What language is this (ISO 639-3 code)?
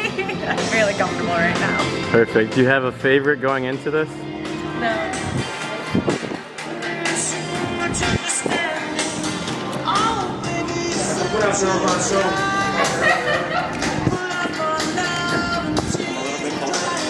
eng